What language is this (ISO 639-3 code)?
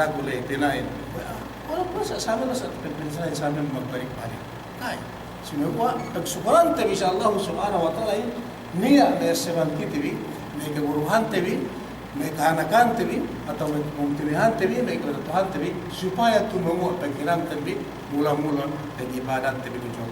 yka